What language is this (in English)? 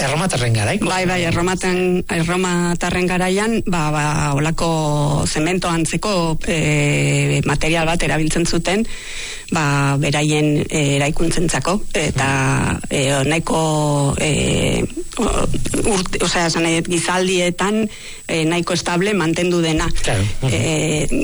Basque